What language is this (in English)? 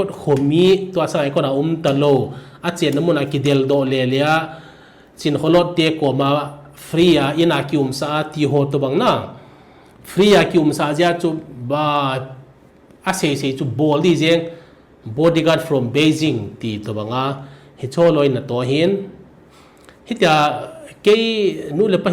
Thado Chin